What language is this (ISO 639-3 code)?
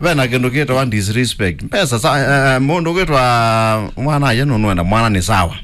kam